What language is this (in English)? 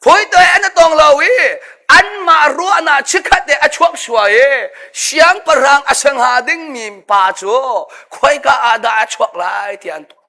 Hakha Chin